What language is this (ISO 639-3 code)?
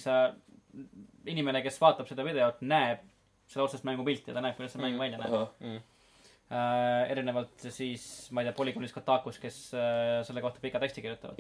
est